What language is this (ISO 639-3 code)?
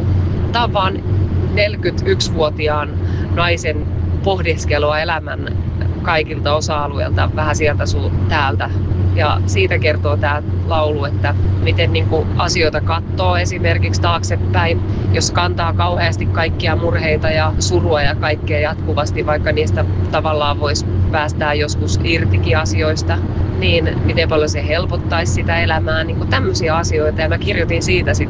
fin